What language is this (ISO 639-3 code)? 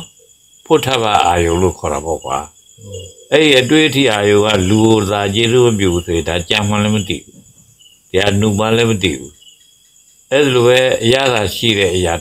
mya